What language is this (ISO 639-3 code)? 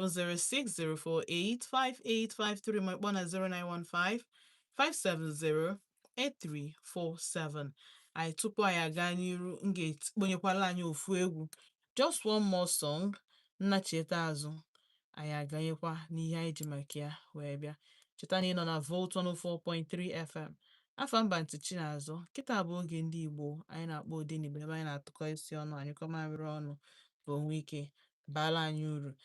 ibo